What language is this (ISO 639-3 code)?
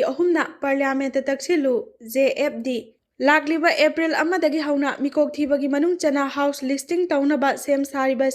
mni